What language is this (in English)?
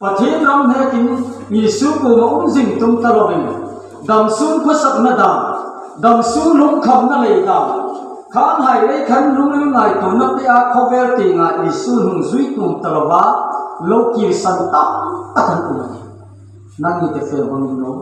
Hmar